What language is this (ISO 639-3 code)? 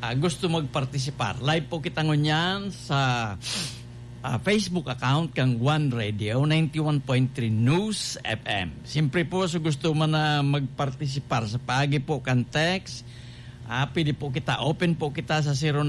bik